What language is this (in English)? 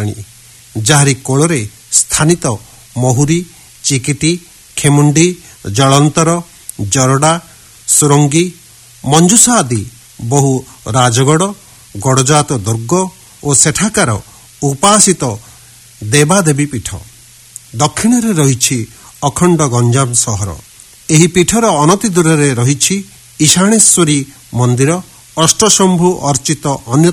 Odia